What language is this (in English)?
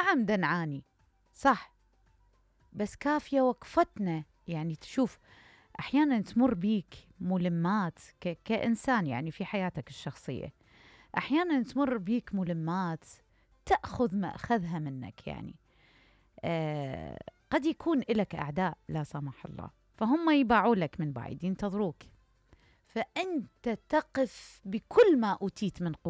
Mesopotamian Arabic